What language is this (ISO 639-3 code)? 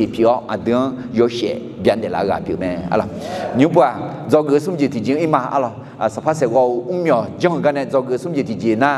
ahk